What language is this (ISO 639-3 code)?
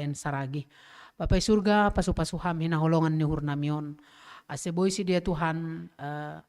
bts